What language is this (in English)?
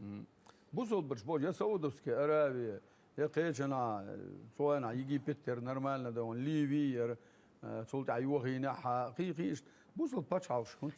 Chechen